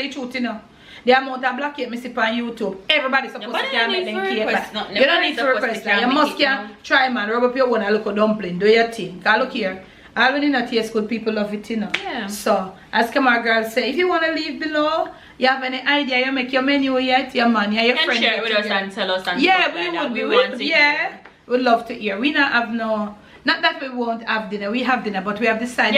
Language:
Jamaican Creole English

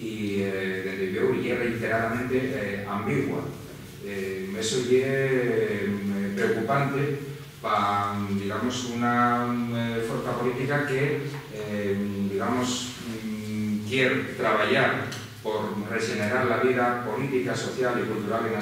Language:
Asturian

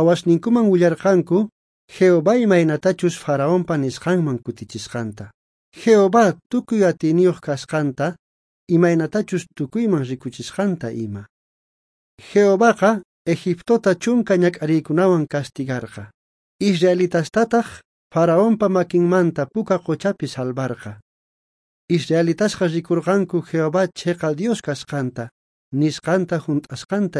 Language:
South Bolivian Quechua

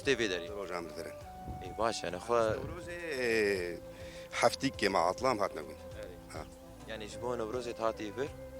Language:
Kurdish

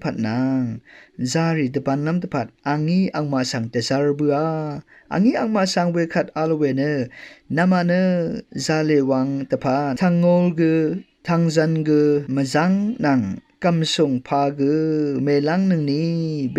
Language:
Rawang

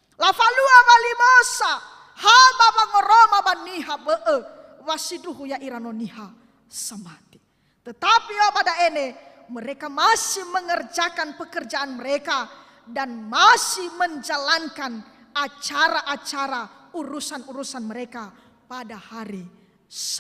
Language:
Nias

